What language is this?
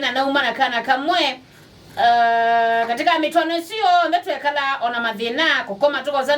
Kamba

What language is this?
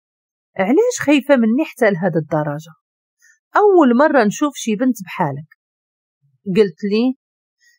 Moroccan Arabic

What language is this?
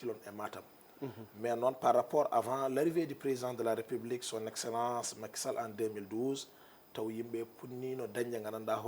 Fula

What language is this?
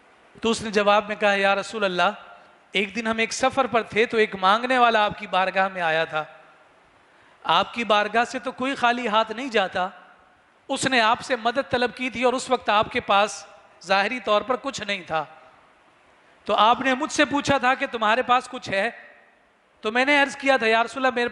Urdu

